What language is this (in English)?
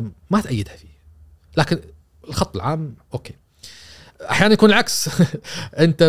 Gulf Arabic